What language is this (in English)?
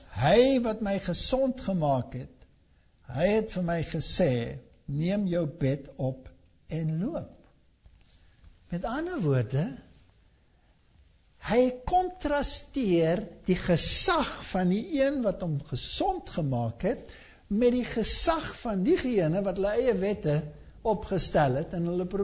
Afrikaans